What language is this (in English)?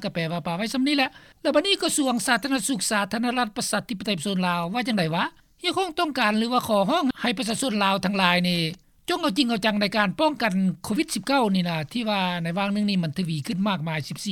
Lao